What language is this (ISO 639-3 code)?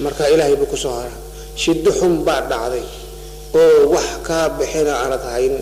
som